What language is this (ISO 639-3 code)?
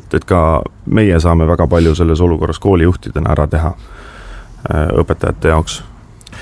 est